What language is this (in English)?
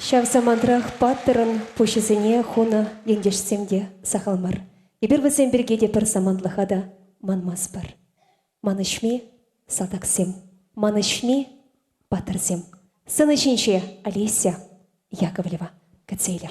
Chuvash